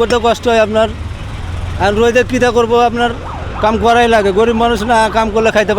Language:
Sylheti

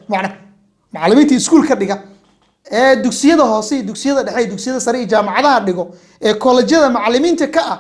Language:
Somali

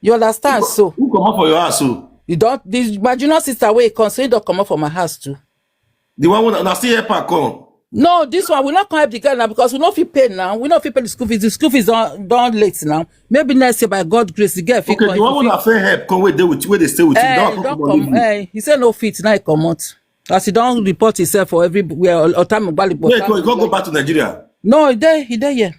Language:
Nigerian Pidgin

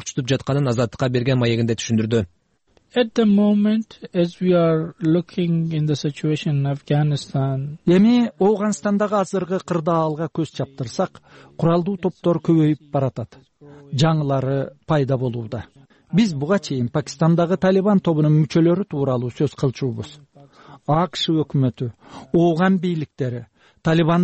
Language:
Kyrgyz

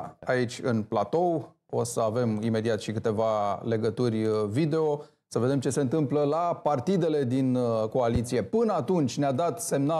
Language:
Romanian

